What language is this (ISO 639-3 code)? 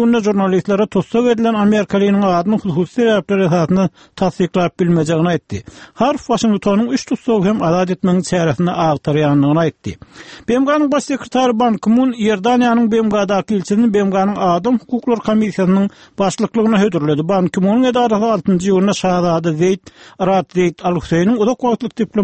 tuk